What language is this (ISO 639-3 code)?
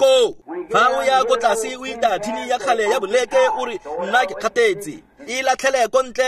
tsn